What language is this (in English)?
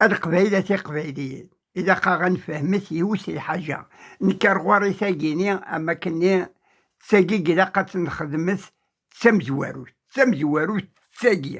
Kabyle